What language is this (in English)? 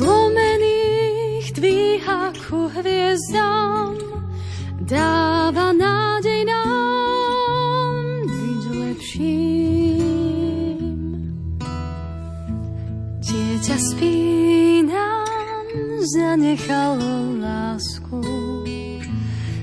Slovak